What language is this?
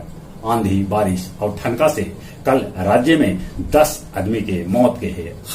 Magahi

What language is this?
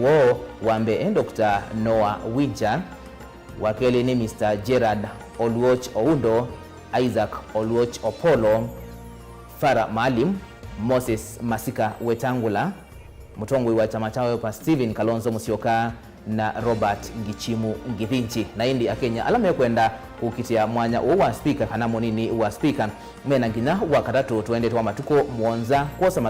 Kamba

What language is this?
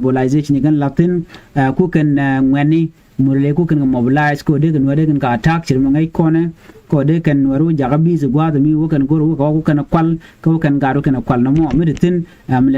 Nuer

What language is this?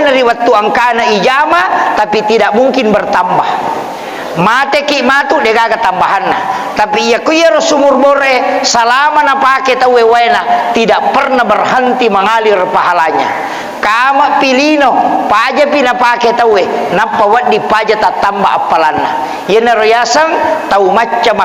Buginese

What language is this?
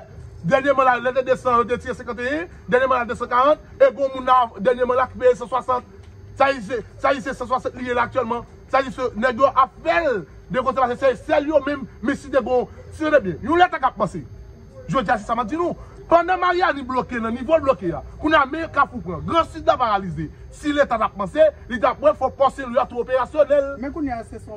Haitian Creole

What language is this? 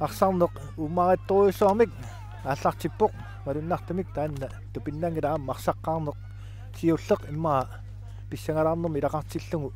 Kalaallisut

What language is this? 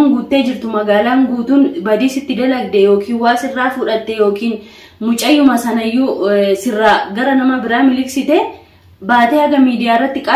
Oromo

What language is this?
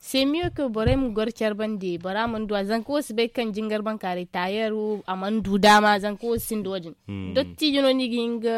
Zarma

